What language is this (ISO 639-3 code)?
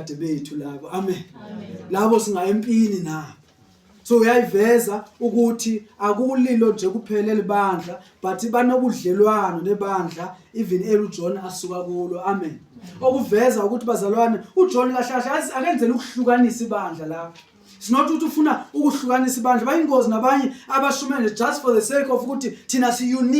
zul